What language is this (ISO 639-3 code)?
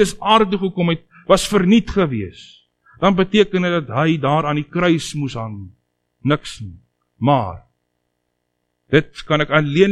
afr